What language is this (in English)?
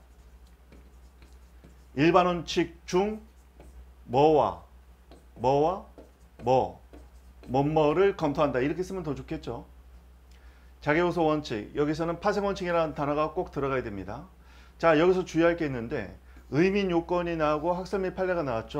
Korean